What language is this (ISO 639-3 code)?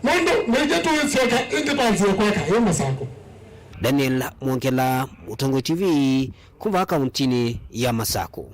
kam